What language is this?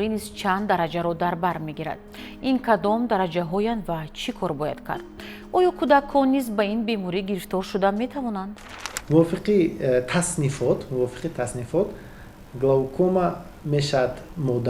Tajik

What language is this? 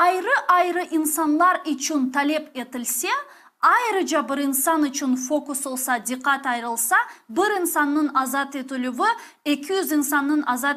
Crimean Tatar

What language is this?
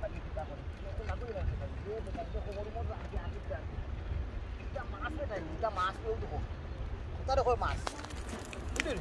Sylheti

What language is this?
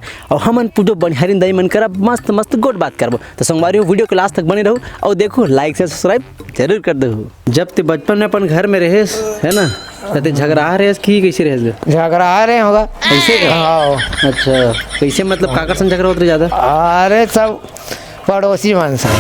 Chhattisgarhi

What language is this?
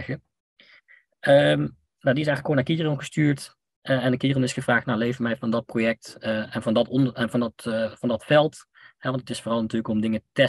Dutch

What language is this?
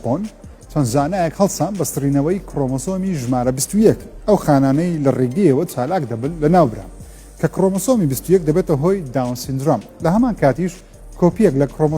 Central Kurdish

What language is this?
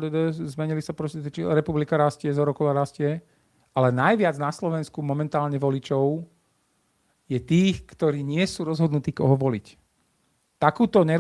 Slovak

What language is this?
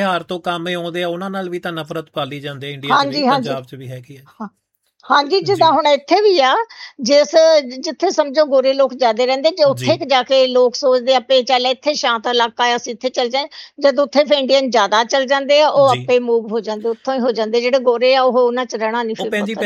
Punjabi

